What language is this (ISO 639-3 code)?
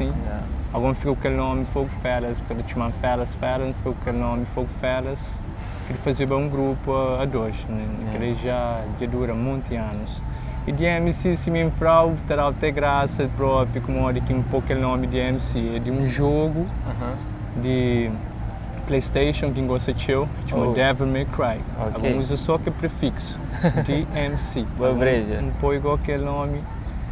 kea